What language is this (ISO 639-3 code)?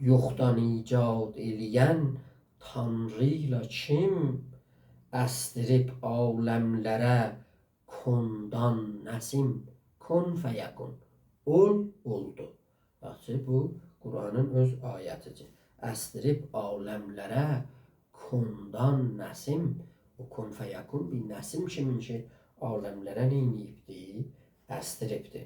azb